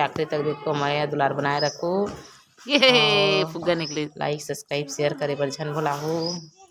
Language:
Chhattisgarhi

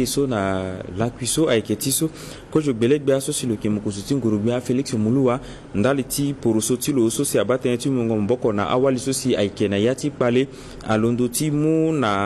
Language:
Sango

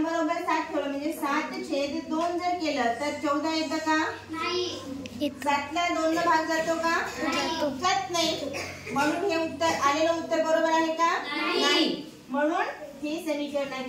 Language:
Marathi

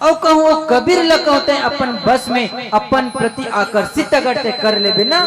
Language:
Chhattisgarhi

